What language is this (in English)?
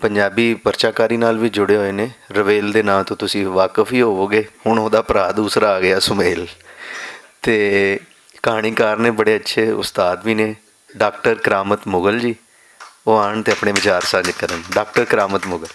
Western Panjabi